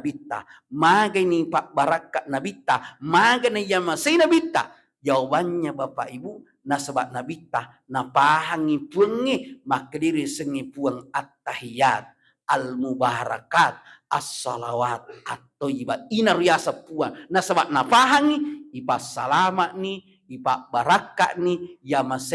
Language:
Buginese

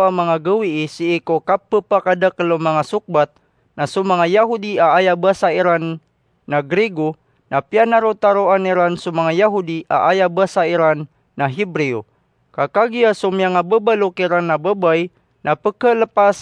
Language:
Maranao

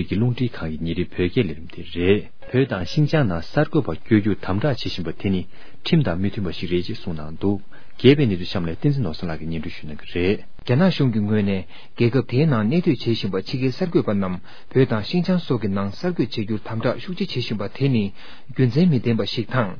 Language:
Tibetan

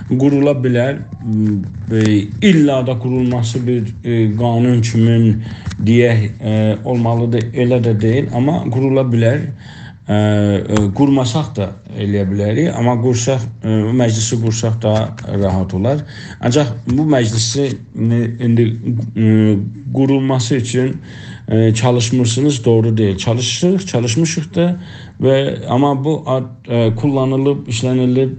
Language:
South Azerbaijani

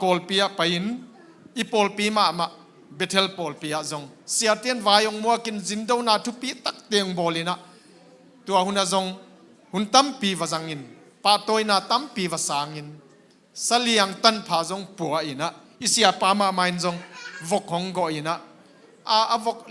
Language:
Tedim Chin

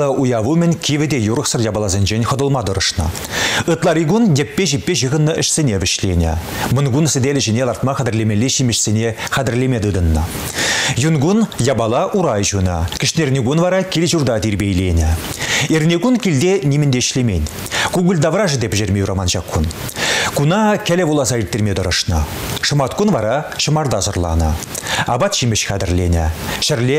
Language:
Chuvash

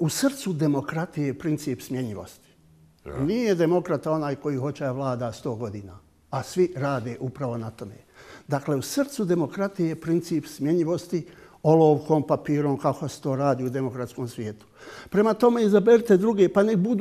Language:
Bosnian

